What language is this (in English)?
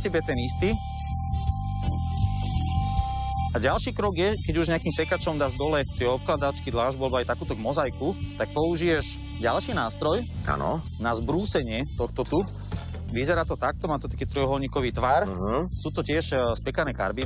Slovak